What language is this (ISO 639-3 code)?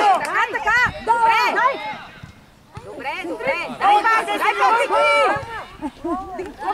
bul